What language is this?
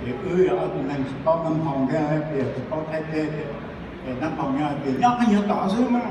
Hmong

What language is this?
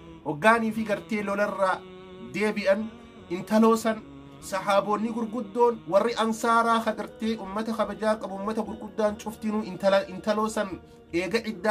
Oromo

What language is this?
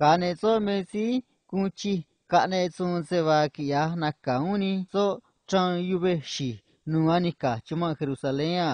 Copala Triqui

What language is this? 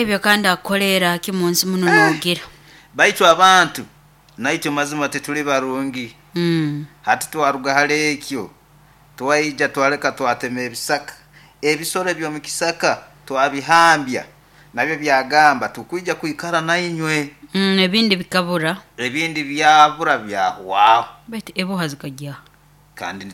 Nyoro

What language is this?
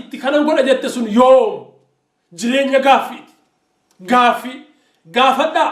Oromo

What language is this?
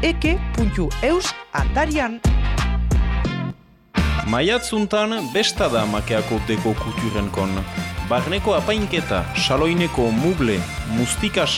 Basque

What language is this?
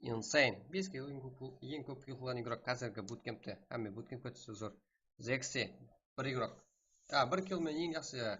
Kara-Kalpak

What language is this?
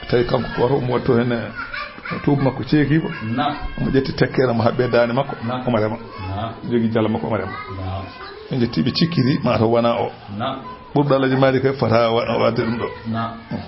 Fula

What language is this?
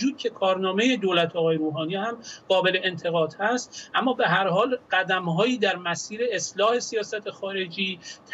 Persian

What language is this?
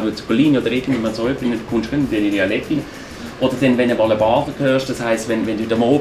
Swiss German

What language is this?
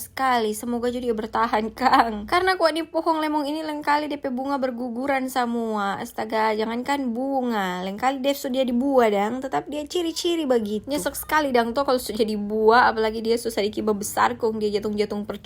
Manado Malay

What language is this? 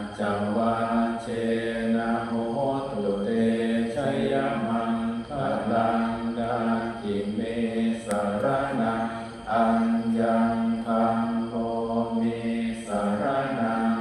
Pali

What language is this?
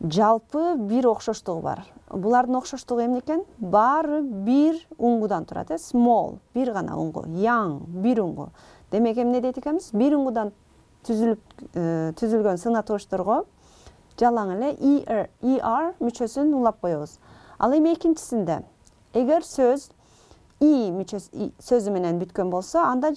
Kyrgyz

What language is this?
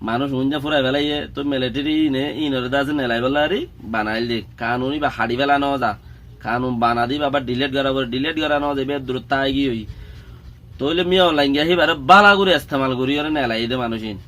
Rohingya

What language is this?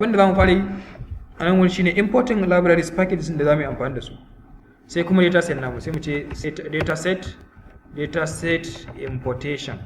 Hausa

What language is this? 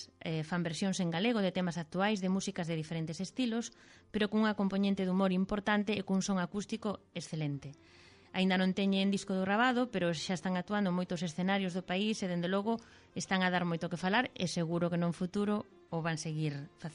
Galician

